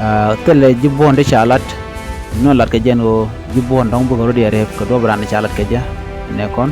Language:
Nuer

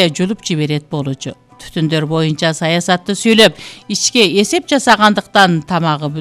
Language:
Kyrgyz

